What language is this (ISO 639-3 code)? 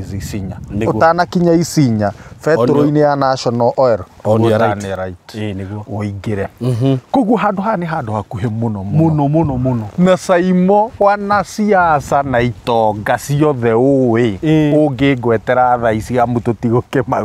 kik